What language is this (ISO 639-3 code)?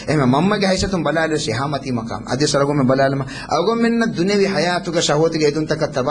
div